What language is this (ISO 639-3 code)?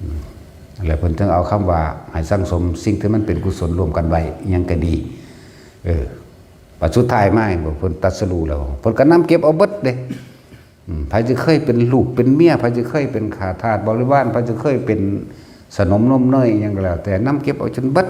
lao